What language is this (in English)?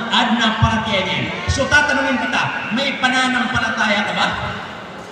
Maranao